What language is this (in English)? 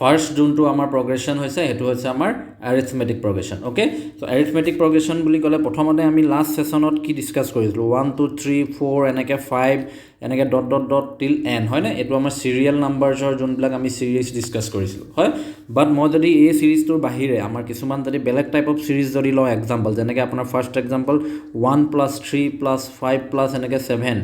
Assamese